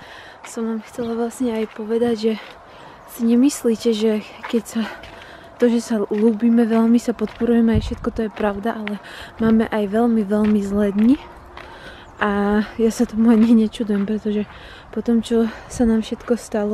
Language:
Slovak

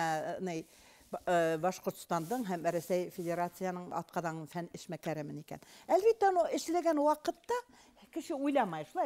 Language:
Bashkir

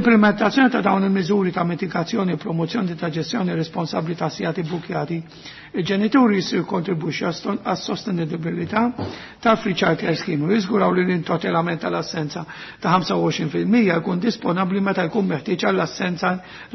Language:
Maltese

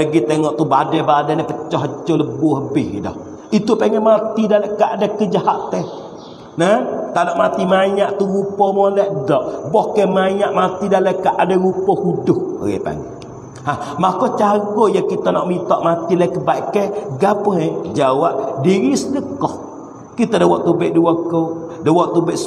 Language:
Pattani Malay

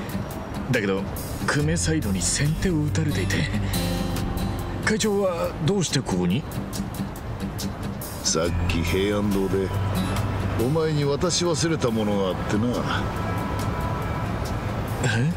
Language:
Japanese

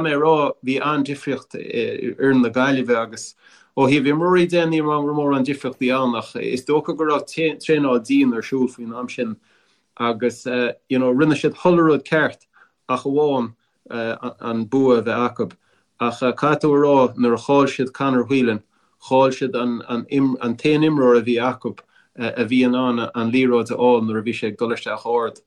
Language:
Irish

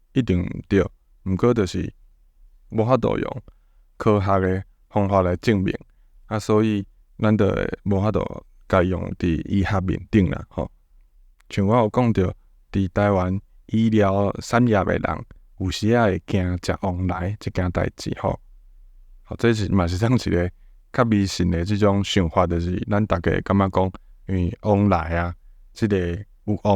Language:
Min Nan Chinese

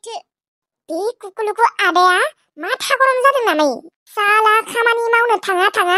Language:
Bodo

